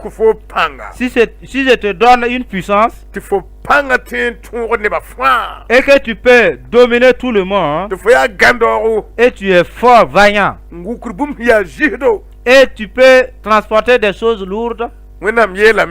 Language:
Mossi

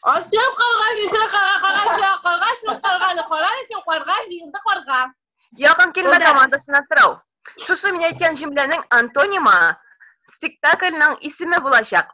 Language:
Tatar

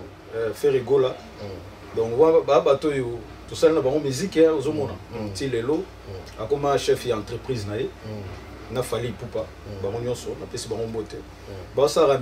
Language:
Lingala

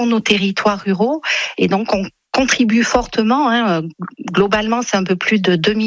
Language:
French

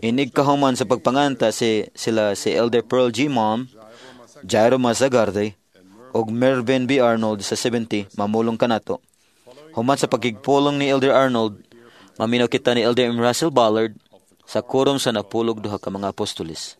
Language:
Cebuano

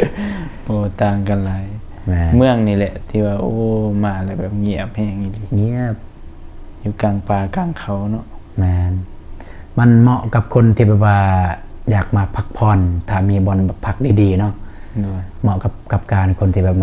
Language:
Lao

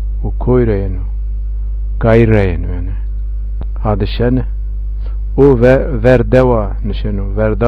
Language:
Zaza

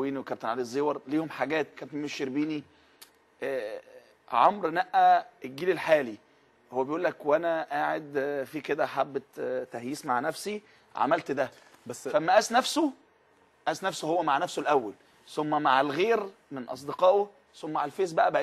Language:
Egyptian Arabic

